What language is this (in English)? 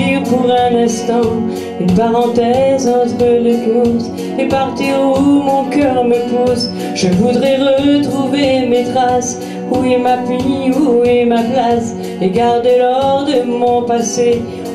French